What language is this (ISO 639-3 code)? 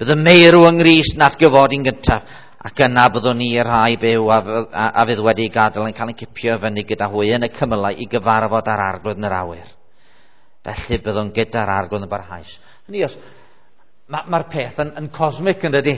cym